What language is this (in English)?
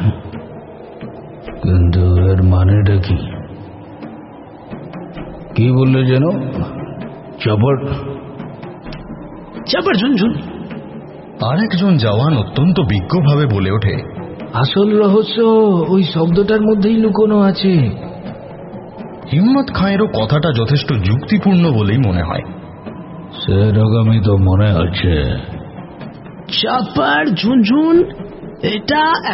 Bangla